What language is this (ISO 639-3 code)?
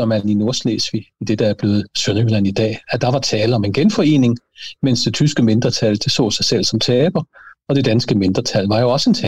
dan